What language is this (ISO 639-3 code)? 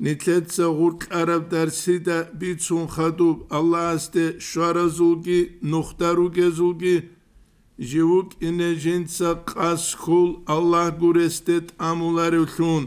ava